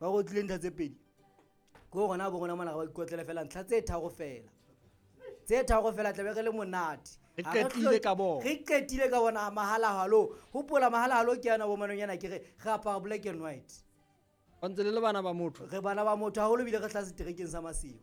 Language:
Southern Sotho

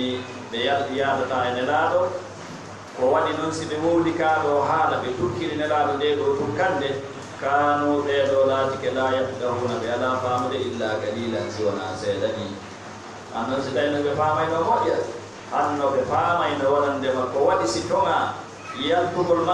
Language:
Fula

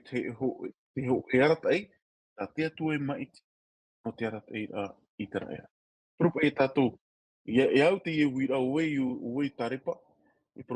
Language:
Tahitian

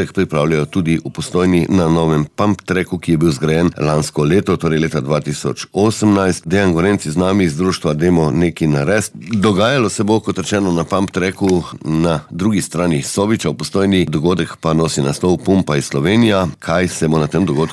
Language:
Slovenian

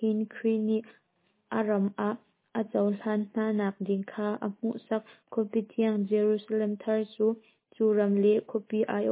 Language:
Hakha Chin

